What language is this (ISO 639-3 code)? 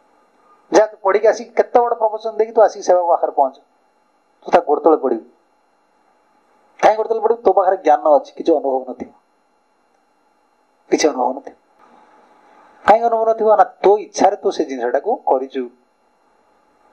ori